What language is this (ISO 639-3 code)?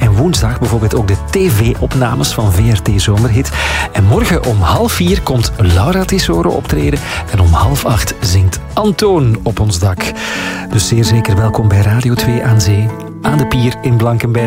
nld